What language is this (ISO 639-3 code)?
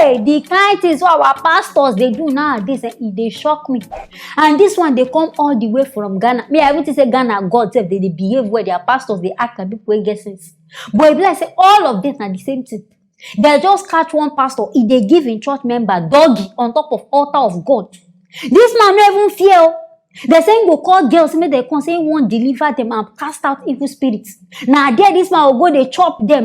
pcm